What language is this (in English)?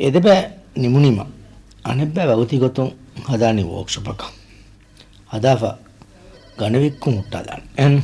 Divehi